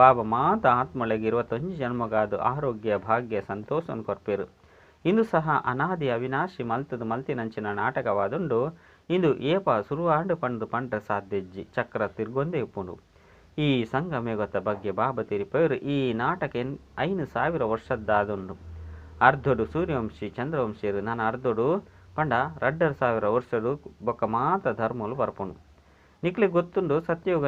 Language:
Tulu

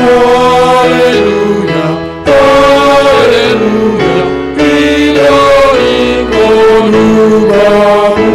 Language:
Batak Simalungun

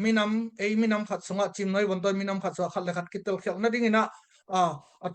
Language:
Tedim Chin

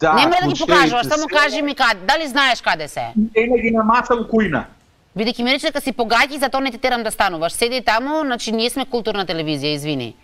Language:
Macedonian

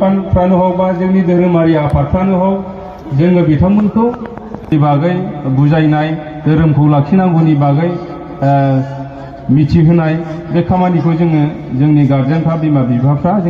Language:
Bodo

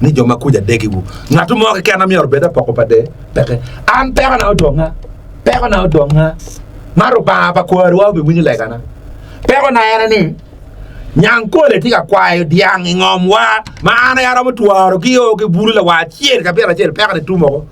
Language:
Acoli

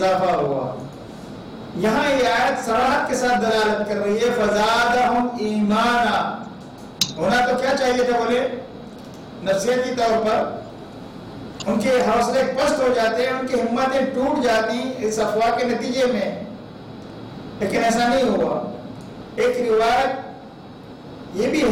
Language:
Urdu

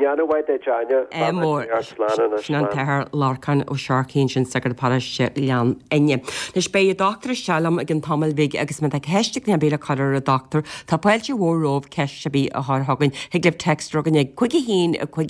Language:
Irish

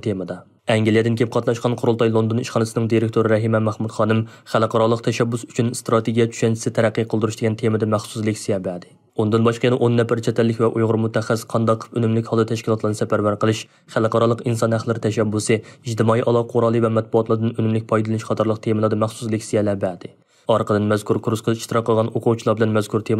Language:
Uyghur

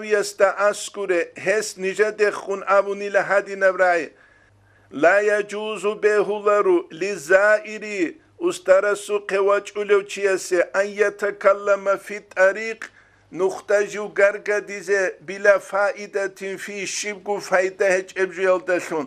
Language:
Avaric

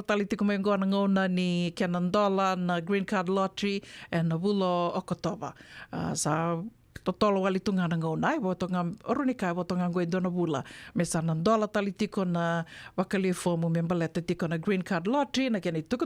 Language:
Fijian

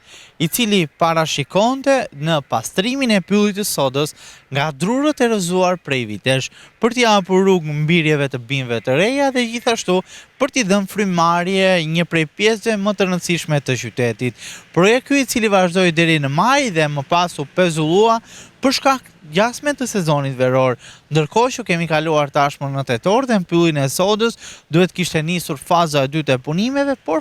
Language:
Albanian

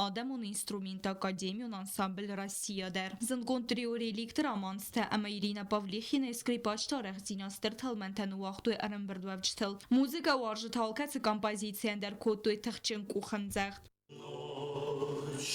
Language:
Ossetic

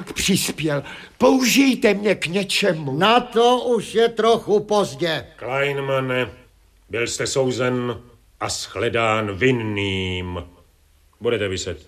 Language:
Czech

